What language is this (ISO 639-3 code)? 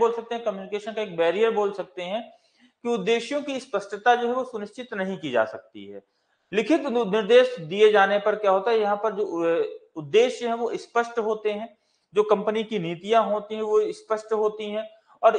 hin